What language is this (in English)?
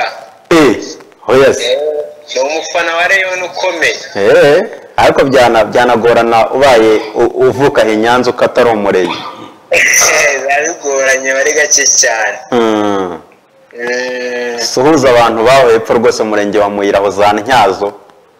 Kinyarwanda